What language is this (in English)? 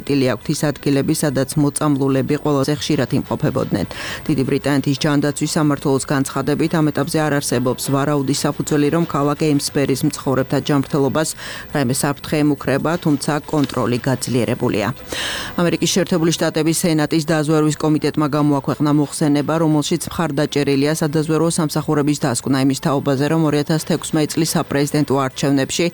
Georgian